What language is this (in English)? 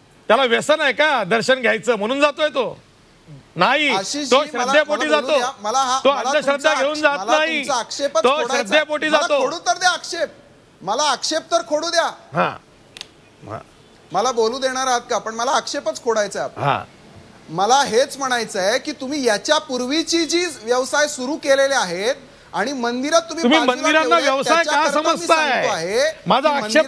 Marathi